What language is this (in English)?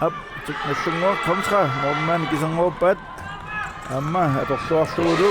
Kalaallisut